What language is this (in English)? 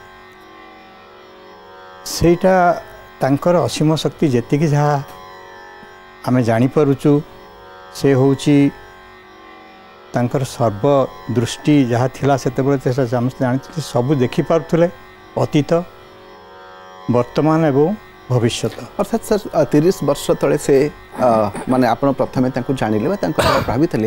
Odia